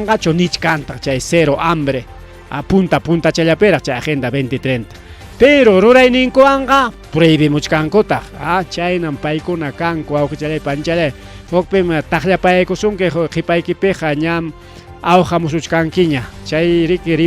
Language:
Ayacucho Quechua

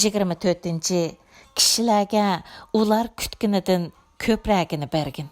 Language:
Uyghur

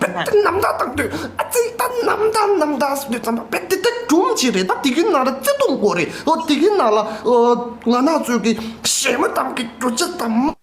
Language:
Tibetan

